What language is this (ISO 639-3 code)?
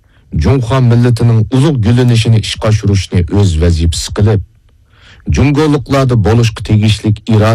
uig